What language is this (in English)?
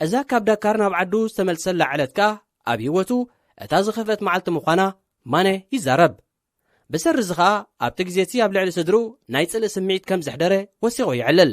Tigrinya